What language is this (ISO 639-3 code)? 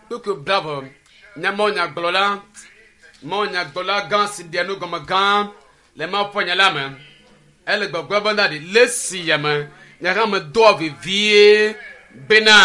ewe